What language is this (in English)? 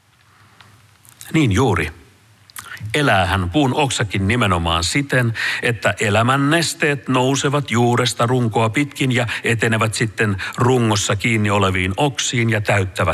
Finnish